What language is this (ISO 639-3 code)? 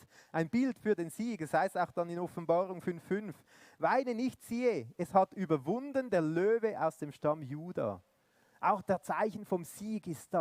gsw